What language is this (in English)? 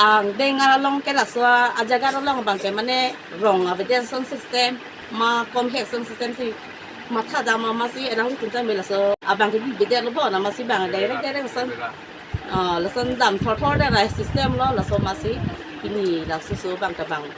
Karbi